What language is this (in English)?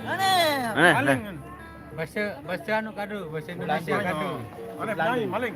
Sasak